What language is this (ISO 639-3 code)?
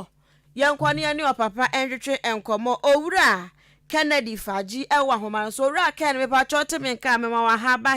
aka